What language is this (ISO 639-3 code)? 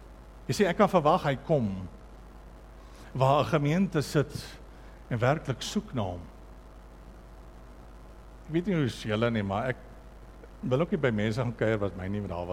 afr